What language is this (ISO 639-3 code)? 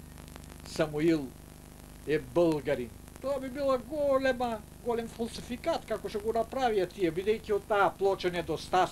mkd